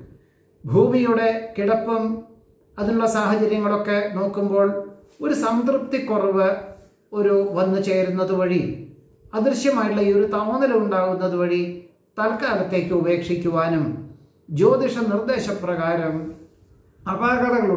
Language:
Malayalam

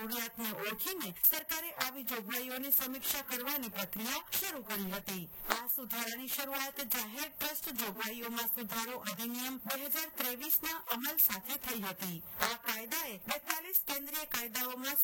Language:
Gujarati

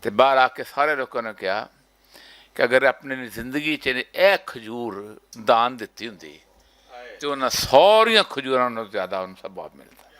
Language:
Western Panjabi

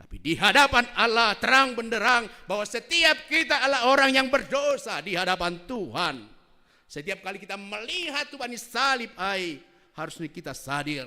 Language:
Batak Simalungun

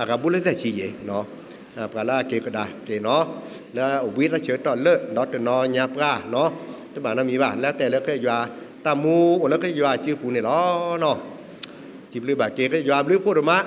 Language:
S'gaw Karen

